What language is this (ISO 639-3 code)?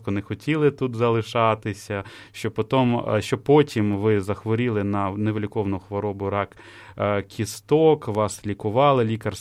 ukr